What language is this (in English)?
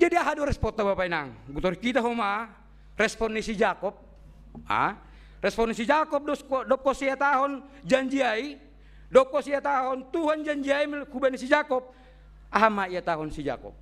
Batak Simalungun